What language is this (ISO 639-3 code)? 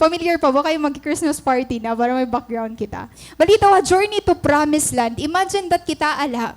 war